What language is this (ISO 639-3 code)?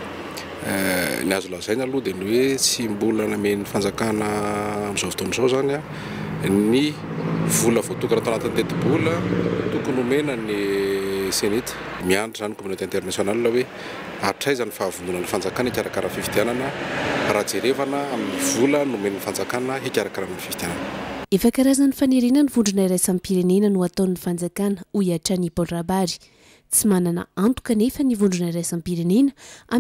mlg